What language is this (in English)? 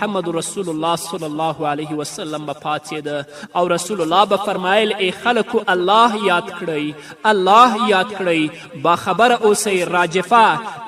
Pashto